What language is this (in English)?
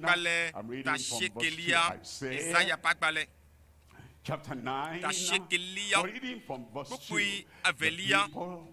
Ewe